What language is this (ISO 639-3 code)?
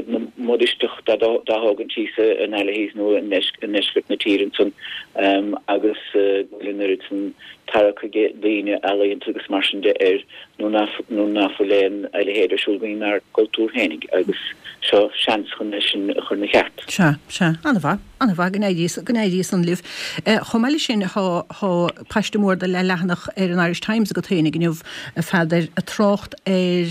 gle